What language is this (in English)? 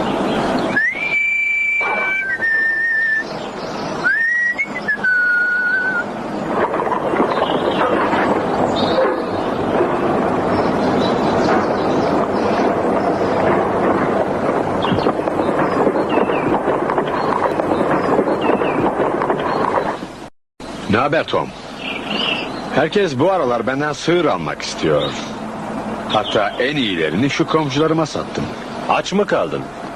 Turkish